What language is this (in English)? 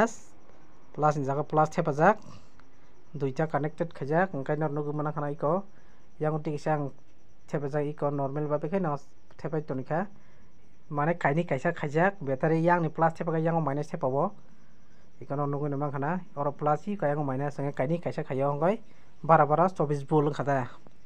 Kok Borok